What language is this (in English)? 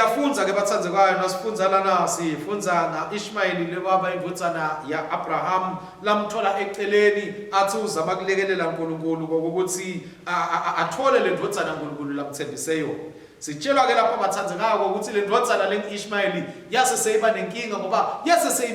Swati